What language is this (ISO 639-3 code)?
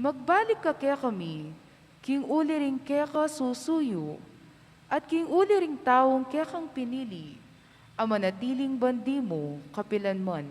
pam